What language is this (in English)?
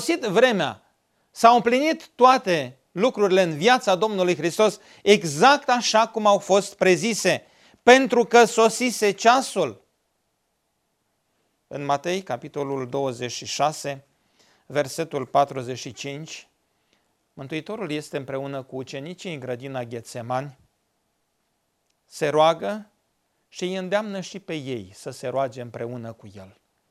Romanian